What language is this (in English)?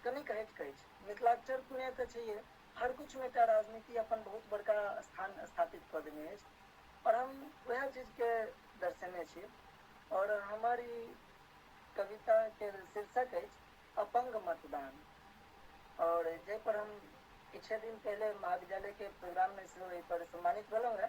Maithili